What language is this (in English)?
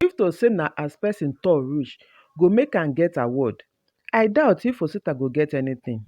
Nigerian Pidgin